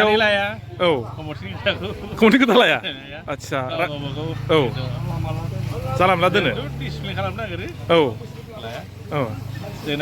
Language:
Bodo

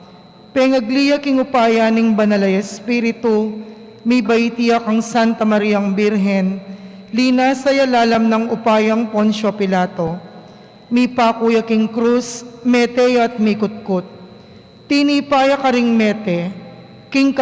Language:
Pampanga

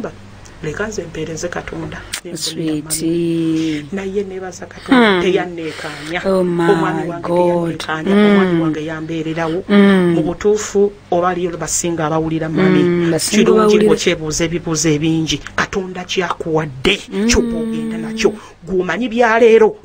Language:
Ganda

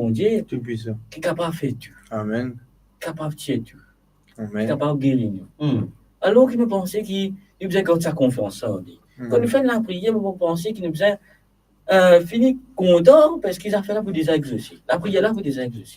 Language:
Morisyen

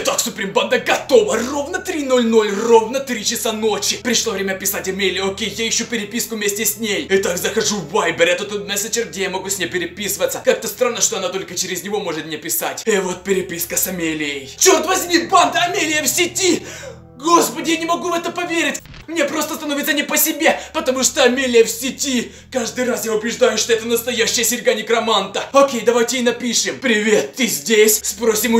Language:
Russian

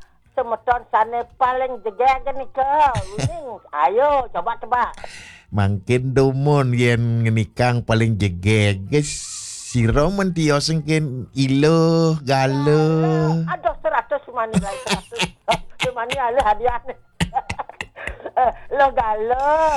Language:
Balinese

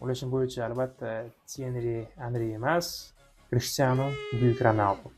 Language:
Uzbek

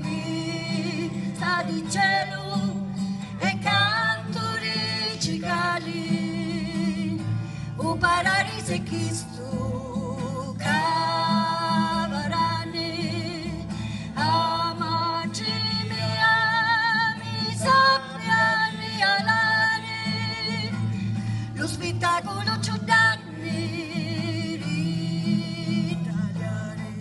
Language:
Sicilian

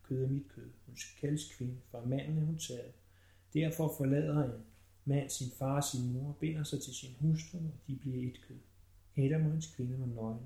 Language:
Danish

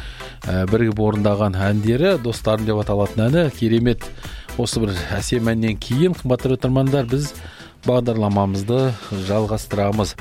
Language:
Kazakh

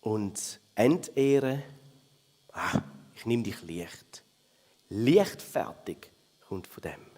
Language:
Swiss German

